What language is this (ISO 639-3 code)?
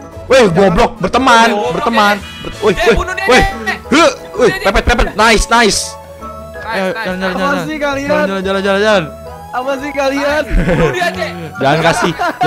ind